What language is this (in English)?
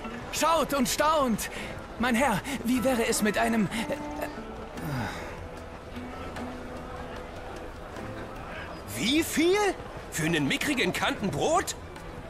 German